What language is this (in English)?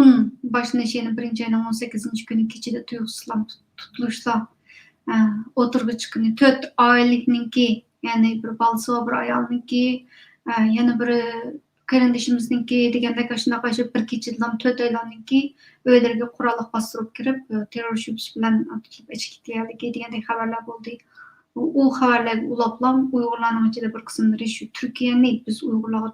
Uyghur